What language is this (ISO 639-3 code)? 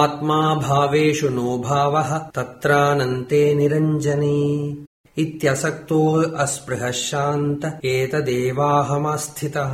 san